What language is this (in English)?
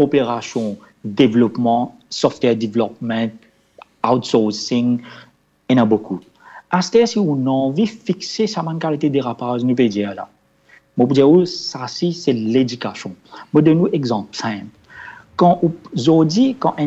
Morisyen